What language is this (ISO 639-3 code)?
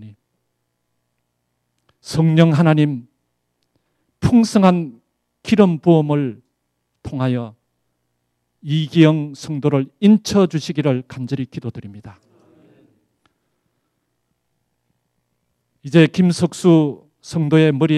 kor